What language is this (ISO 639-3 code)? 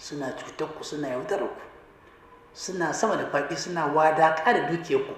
hau